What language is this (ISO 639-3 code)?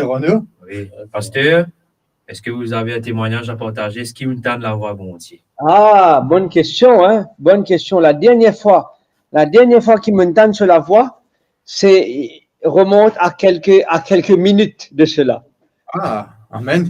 mfe